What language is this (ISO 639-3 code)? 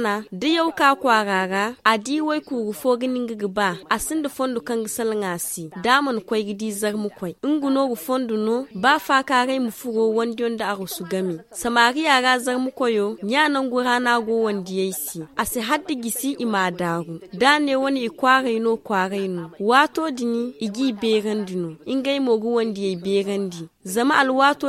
dje